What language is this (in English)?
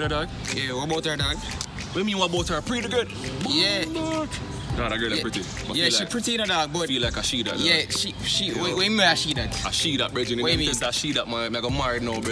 Jamaican Creole English